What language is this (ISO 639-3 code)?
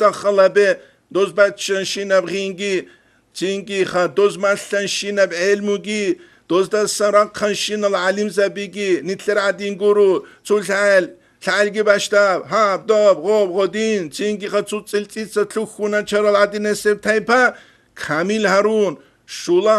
ava